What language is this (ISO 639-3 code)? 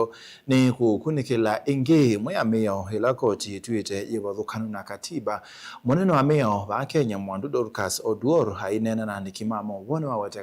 kam